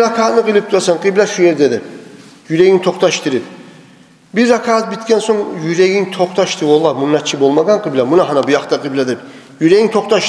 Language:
Kumyk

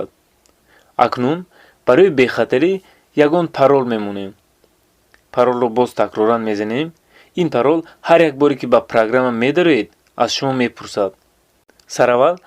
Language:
Tajik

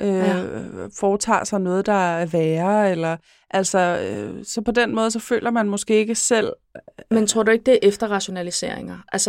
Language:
Danish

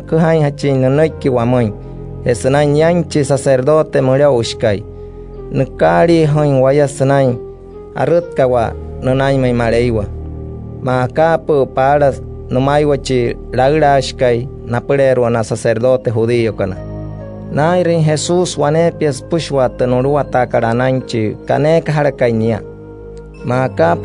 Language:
Wayuu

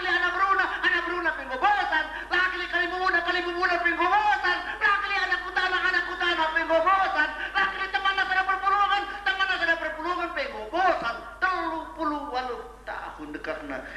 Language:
Batak Karo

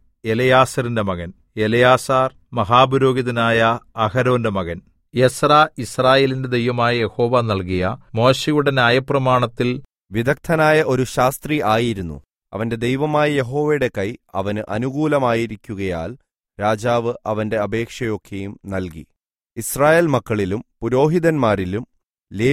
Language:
Malayalam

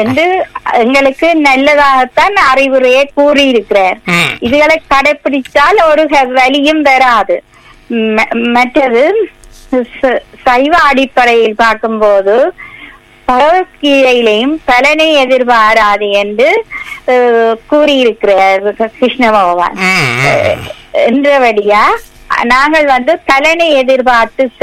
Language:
Tamil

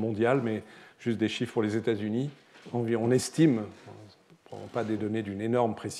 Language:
French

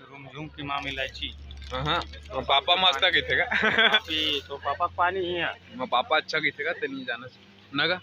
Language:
Chhattisgarhi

